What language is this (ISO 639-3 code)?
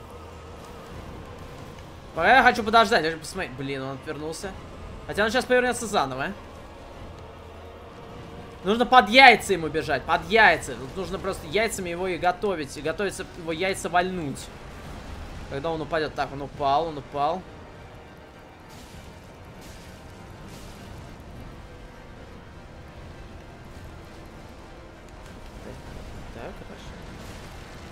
rus